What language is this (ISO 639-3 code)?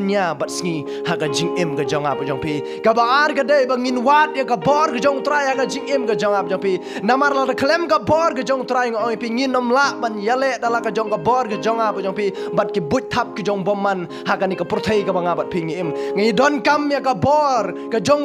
kha